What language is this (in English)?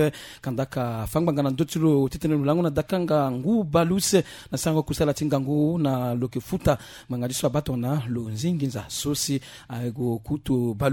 Sango